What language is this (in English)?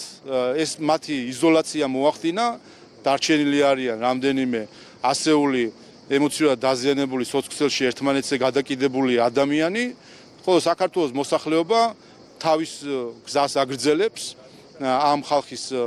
Georgian